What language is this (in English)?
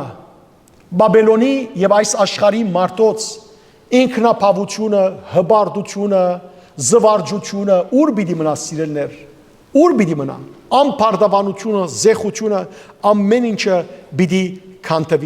Western Armenian